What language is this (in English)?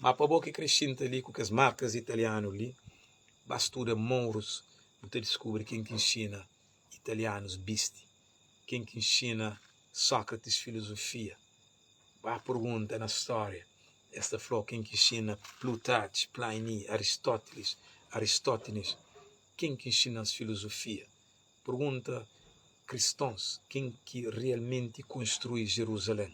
Kabuverdianu